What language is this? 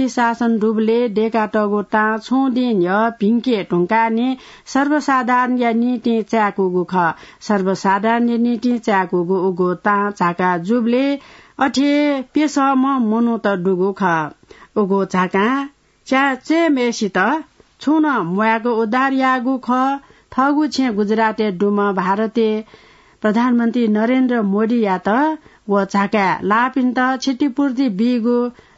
Newari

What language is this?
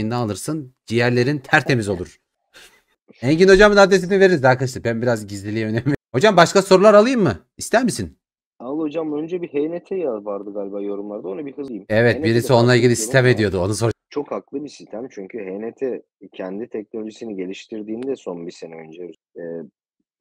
Turkish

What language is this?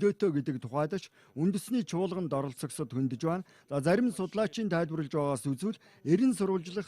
Mongolian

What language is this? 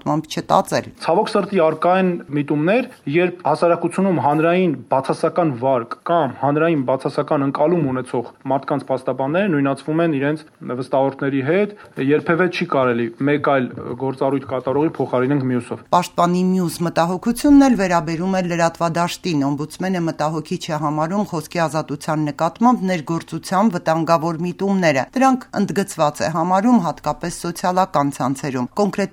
Armenian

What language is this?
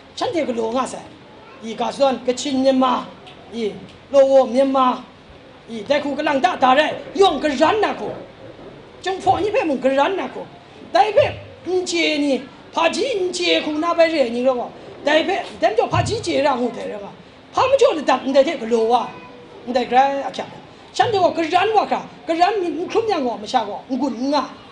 Kachin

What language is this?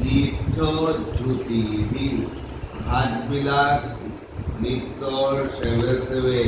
Assamese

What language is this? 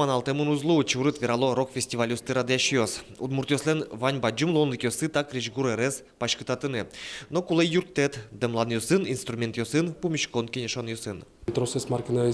Udmurt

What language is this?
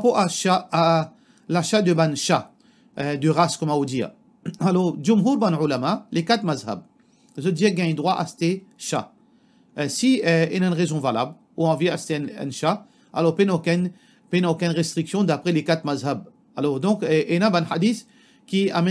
Morisyen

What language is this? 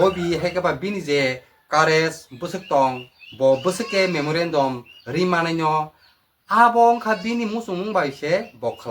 Kok Borok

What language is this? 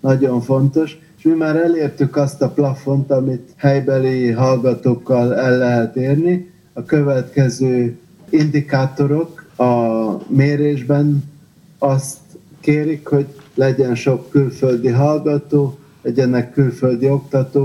Hungarian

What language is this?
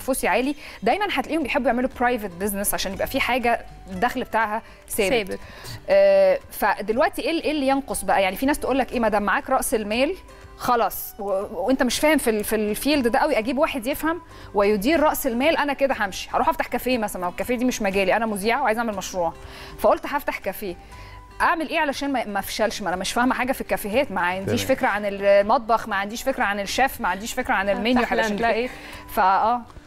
Egyptian Arabic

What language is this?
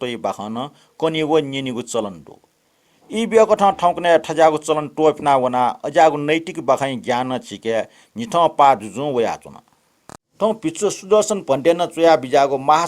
Newari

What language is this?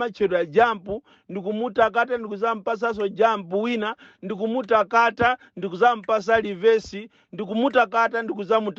Nyanja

